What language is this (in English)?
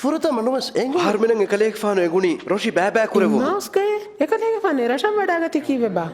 Divehi